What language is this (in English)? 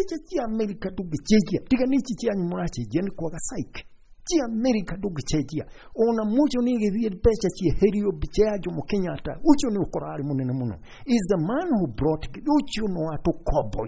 Kikuyu